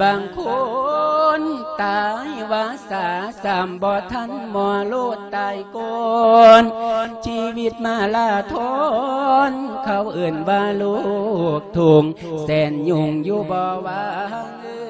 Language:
Lao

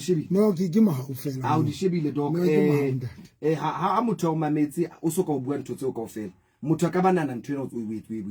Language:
Southern Sotho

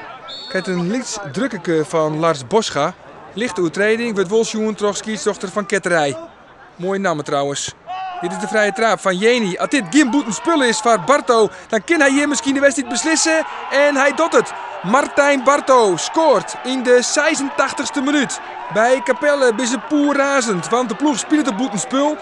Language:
Western Frisian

